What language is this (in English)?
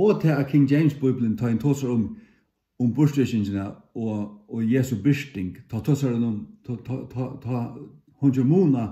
Faroese